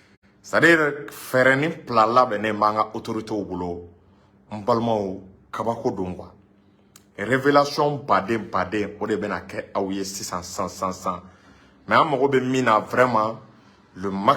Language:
Bambara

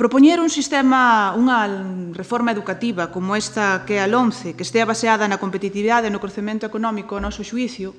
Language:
Galician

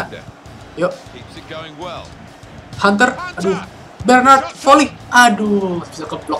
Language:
Indonesian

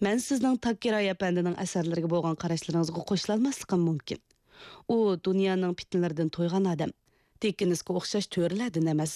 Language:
Uyghur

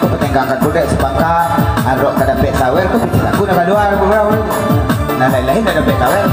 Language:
Minangkabau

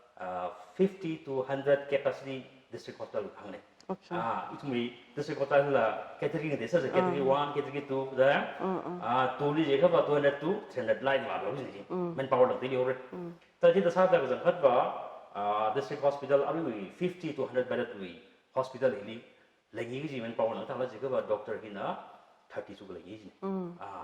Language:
Tangkhul Naga (India)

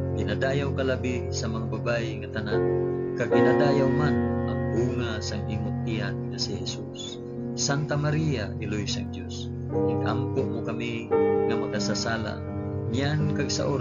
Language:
Hiligaynon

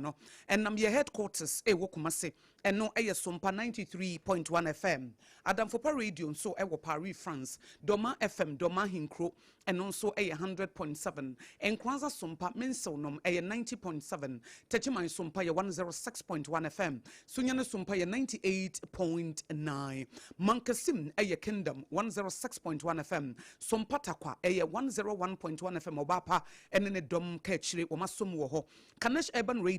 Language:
Akan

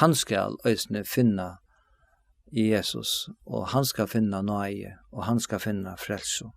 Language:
Faroese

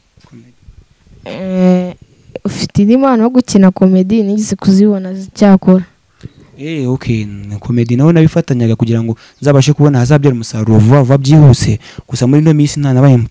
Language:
Kinyarwanda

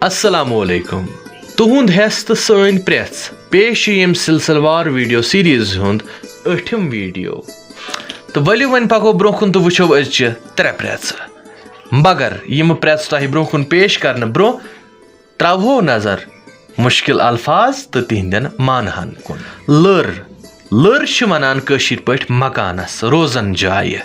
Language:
Kashmiri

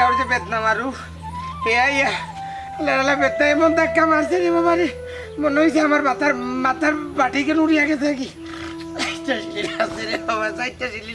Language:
Sylheti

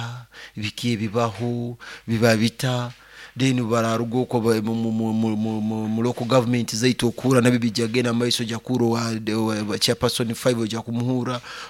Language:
Nyoro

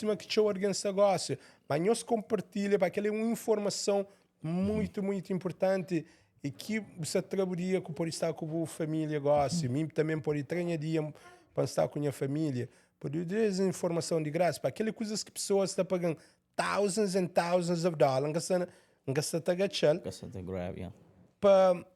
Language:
Kabuverdianu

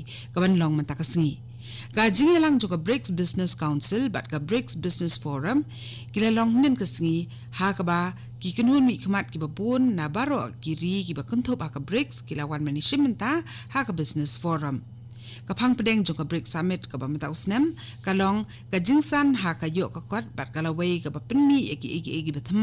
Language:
Khasi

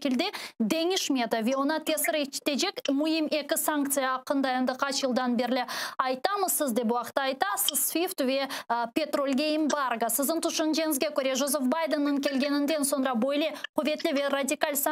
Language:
Crimean Tatar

